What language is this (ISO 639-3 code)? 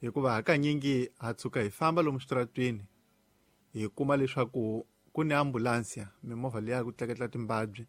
tso